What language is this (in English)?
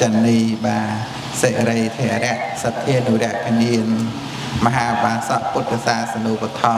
Khmer